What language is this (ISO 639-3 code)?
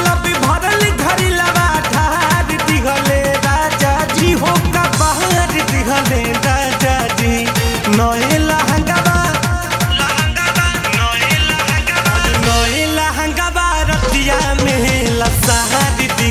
bho